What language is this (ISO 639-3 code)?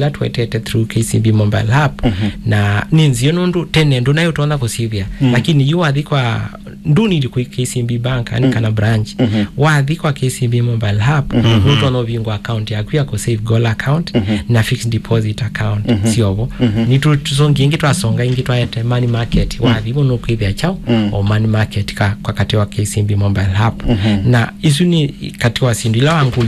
kam